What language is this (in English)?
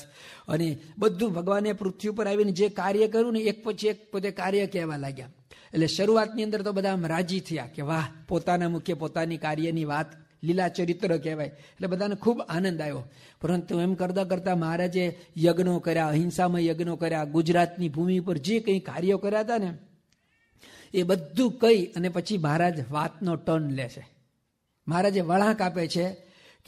Gujarati